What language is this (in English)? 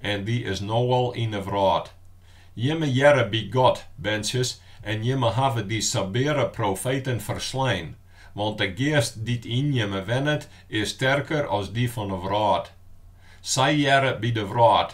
Western Frisian